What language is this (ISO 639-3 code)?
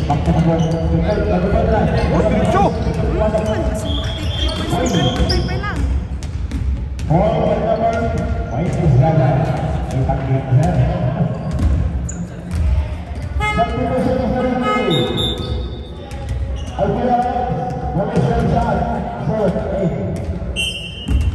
fil